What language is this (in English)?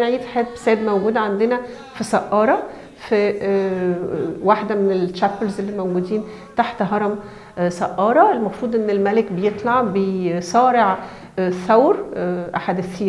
Egyptian Arabic